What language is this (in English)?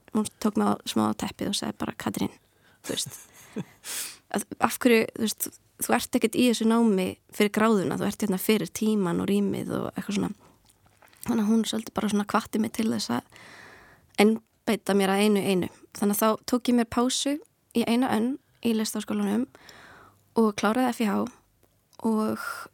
Icelandic